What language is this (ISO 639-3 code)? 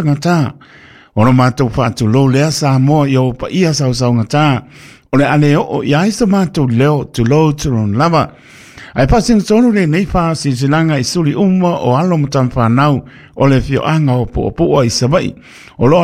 smo